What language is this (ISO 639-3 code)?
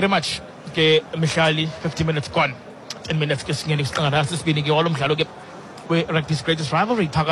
xho